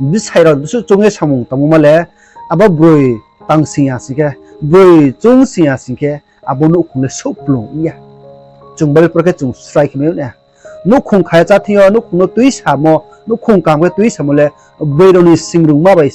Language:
Riang (India)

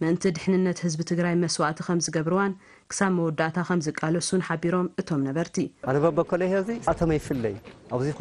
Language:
Tigrinya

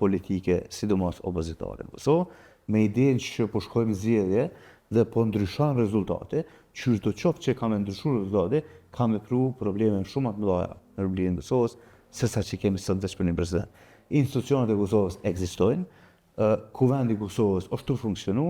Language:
Albanian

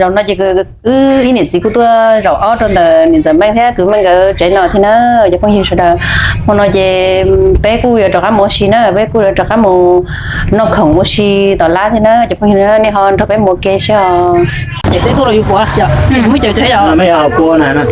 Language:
Hmong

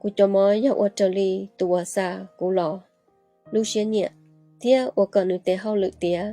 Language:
Hmong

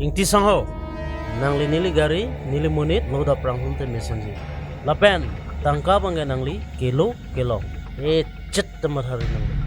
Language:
Karbi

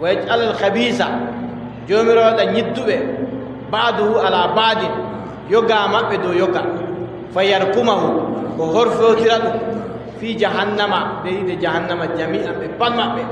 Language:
Adamawa Fulfulde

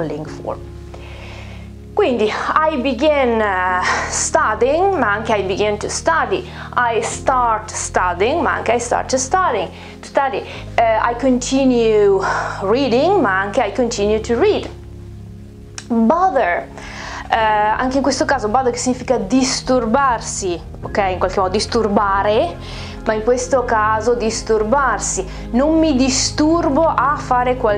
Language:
Italian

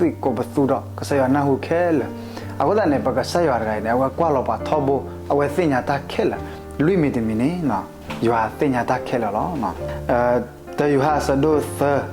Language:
S'gaw Karen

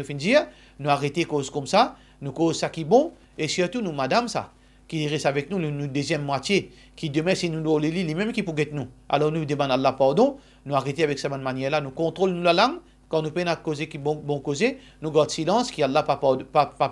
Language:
Morisyen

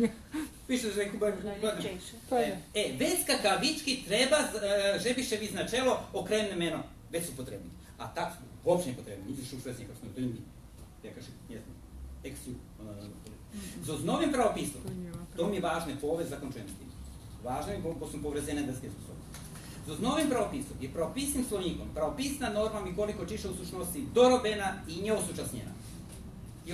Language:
Rusyn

